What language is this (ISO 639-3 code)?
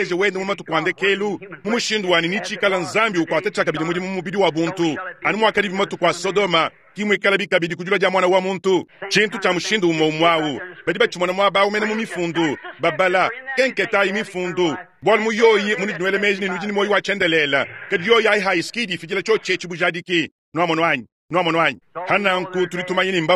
lua